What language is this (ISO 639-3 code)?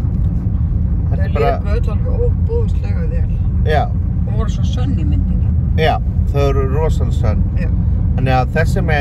isl